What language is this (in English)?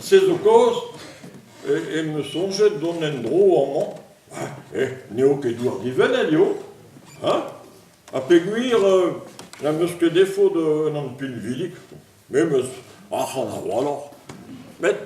Breton